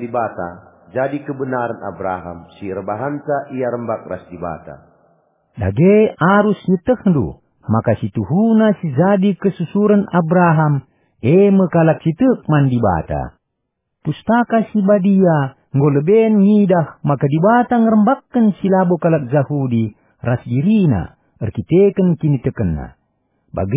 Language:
Batak Karo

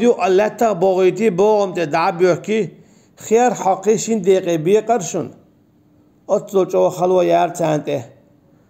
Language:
Chechen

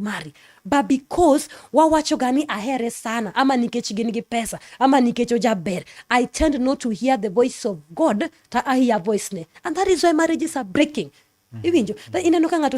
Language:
Luo (Kenya and Tanzania)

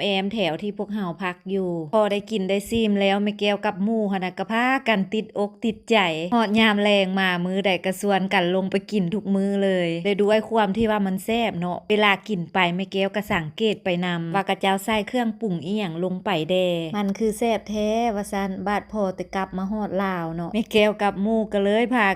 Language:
Lao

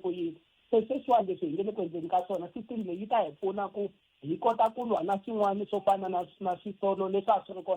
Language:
Tsonga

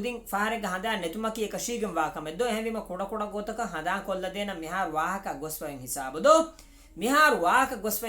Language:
Divehi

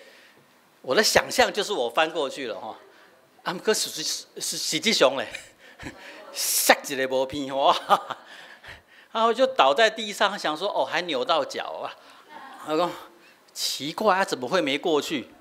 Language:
Min Nan Chinese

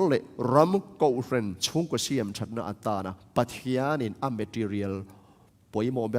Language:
Tedim Chin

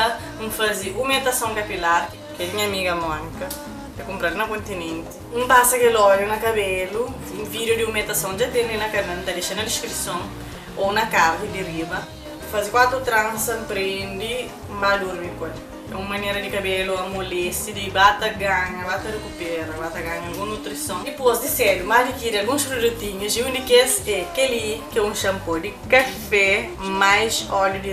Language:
Kabuverdianu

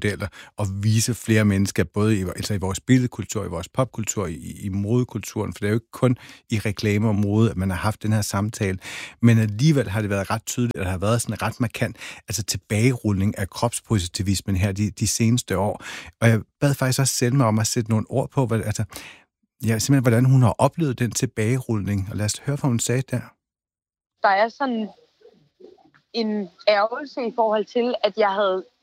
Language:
Danish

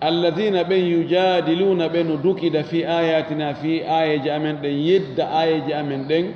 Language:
Fula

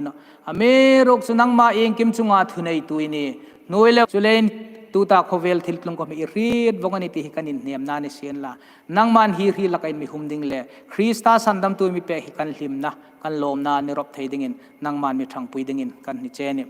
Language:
Hmar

